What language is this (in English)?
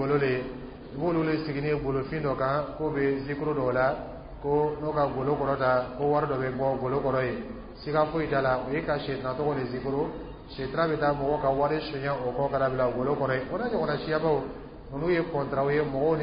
Dyula